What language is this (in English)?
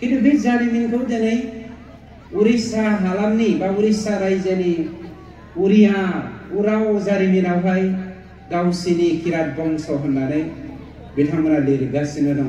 Bodo